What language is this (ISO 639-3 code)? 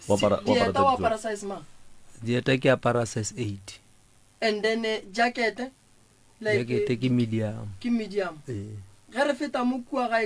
nso